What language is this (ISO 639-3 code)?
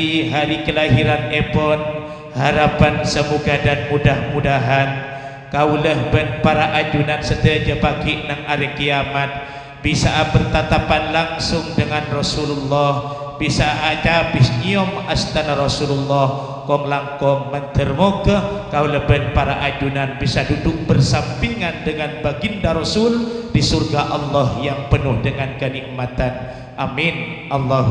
mad